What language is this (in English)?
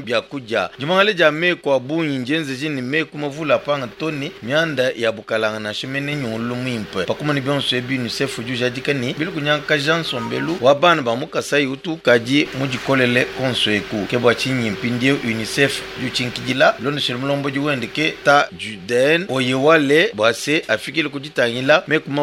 Luba-Lulua